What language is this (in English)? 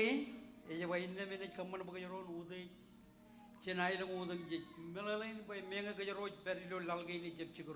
Marshallese